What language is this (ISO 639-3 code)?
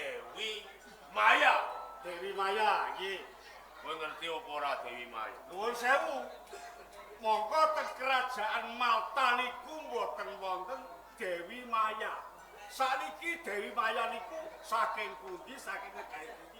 jav